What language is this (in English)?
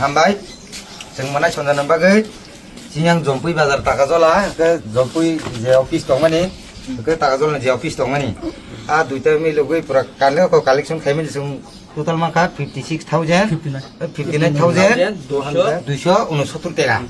Kok Borok